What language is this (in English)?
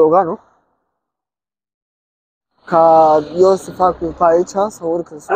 Romanian